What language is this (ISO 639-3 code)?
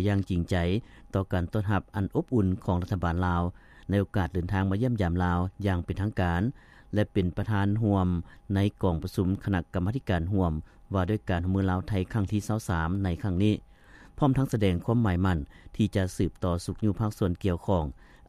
lao